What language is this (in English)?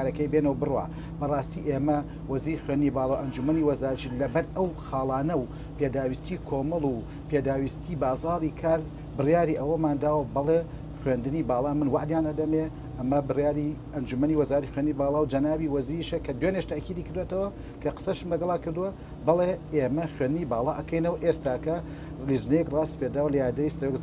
Central Kurdish